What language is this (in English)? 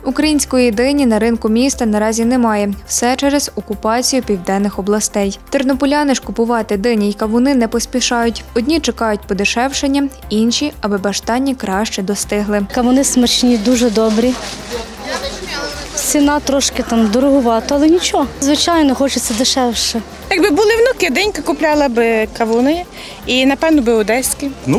Ukrainian